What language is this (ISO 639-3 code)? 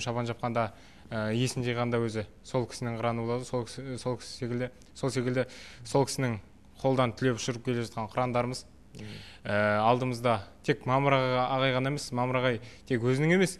kaz